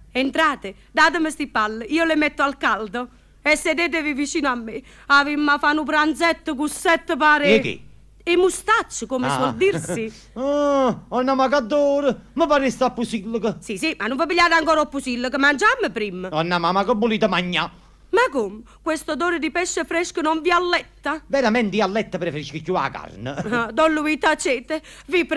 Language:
Neapolitan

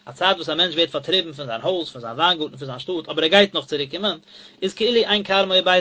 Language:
Yiddish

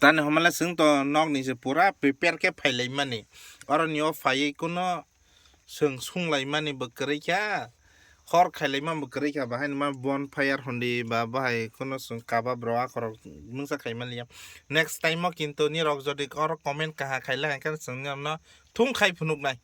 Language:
Kok Borok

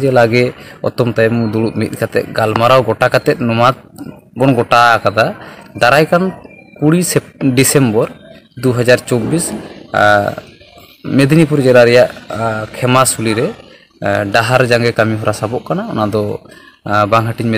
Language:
Santali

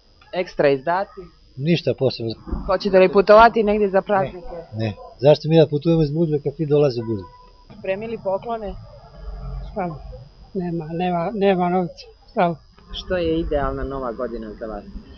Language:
Serbian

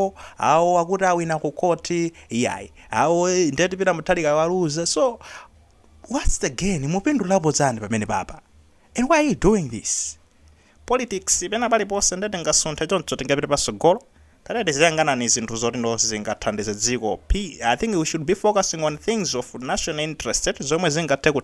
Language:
Nyanja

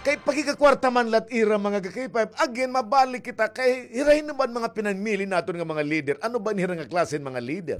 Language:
Waray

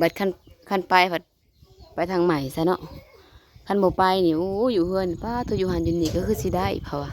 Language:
Northeastern Thai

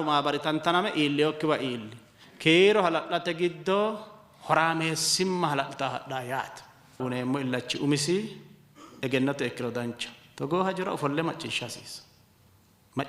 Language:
Sidamo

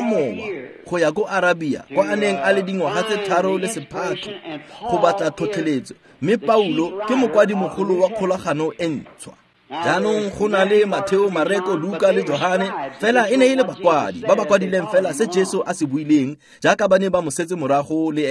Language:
Tswana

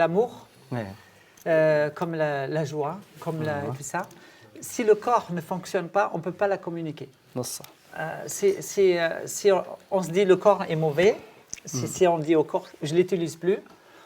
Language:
Kabyle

